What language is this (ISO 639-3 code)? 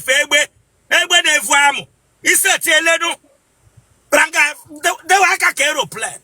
ibo